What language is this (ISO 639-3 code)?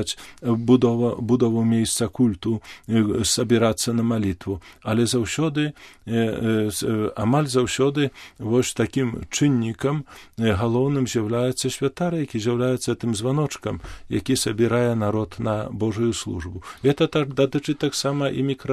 bel